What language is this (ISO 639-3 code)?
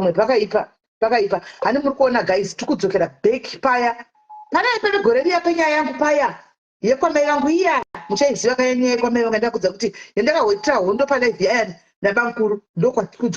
sna